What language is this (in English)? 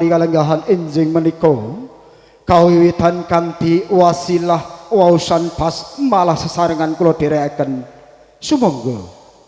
Javanese